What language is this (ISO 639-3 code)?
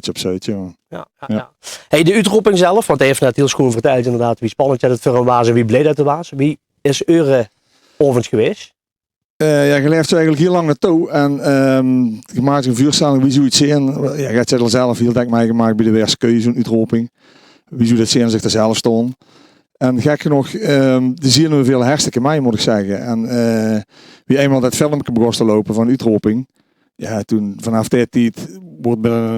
lim